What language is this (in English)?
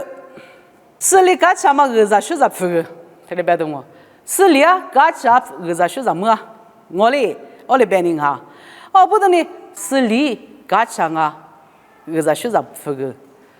Lisu